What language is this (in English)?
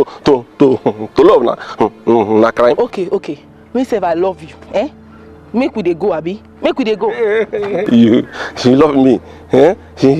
Nigerian Pidgin